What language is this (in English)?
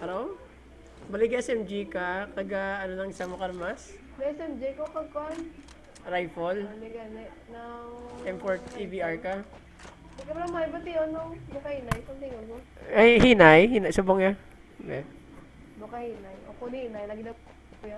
Hiligaynon